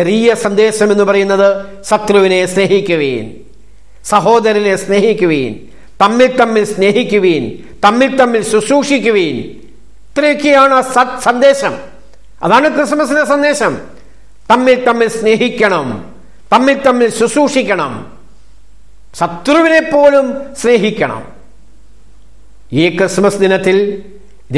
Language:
Malayalam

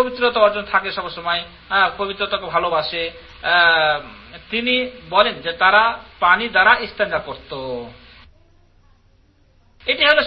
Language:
Bangla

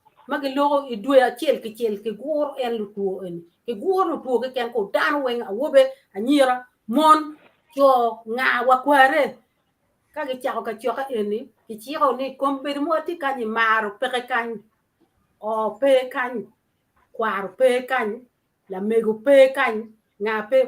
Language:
Acoli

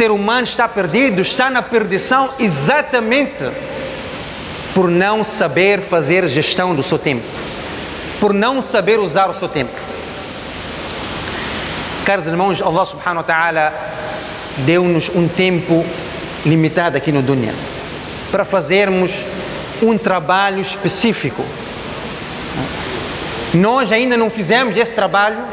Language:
Portuguese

